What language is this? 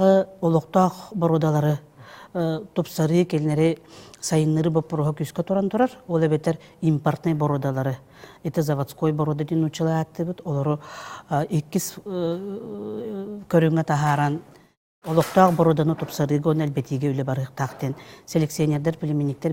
Yakut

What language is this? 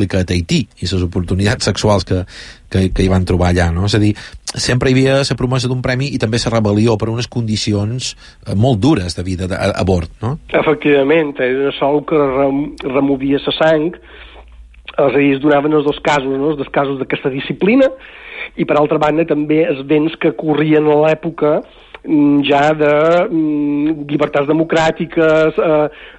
Catalan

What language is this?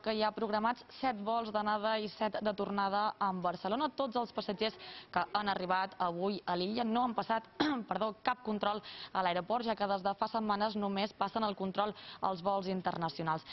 Catalan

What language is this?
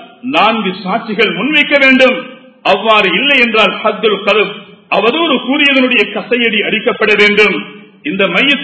Tamil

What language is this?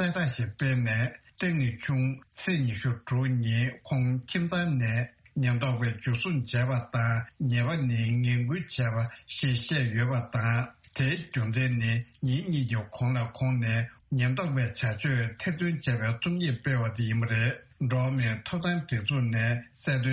Tibetan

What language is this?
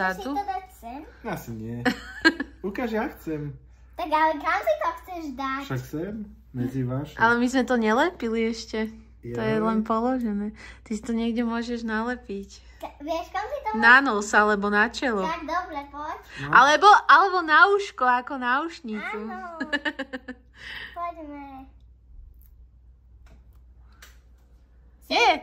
Slovak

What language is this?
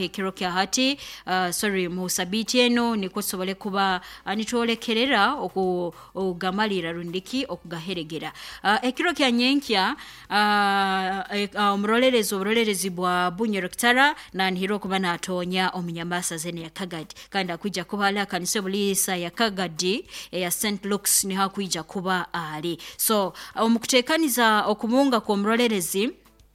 Nyoro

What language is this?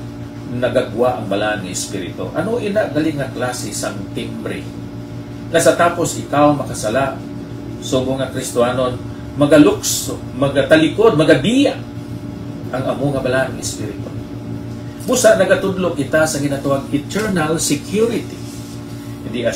Hiligaynon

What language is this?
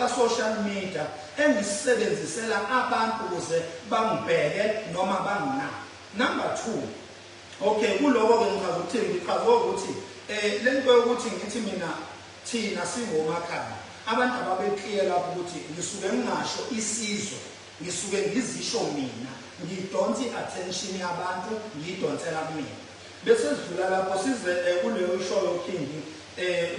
Zulu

